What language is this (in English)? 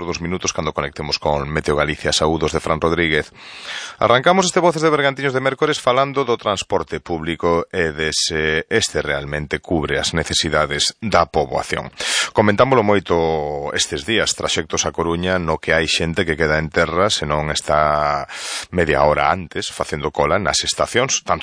Galician